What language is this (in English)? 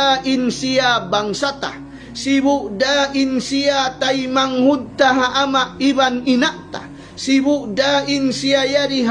Tausug